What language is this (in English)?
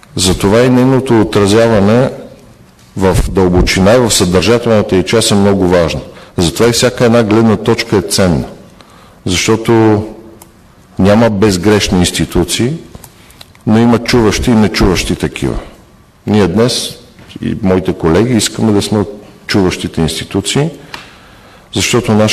Bulgarian